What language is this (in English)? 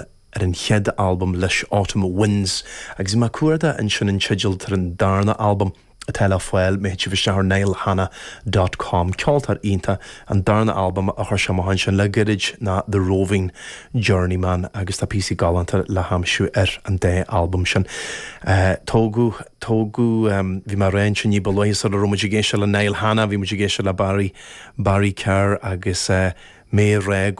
Irish